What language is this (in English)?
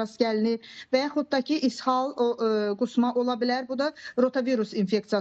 Azerbaijani